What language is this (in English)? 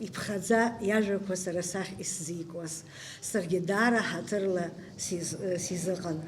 Abkhazian